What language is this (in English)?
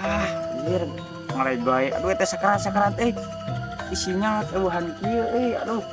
Sundanese